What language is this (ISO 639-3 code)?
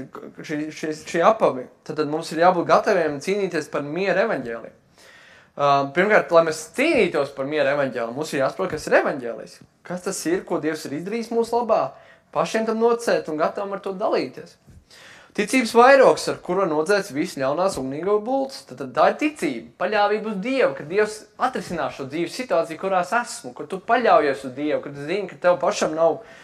lav